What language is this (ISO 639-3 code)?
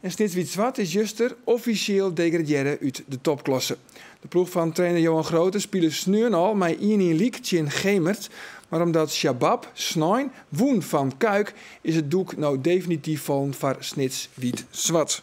fry